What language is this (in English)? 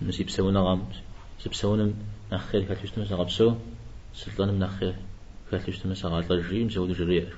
Kabardian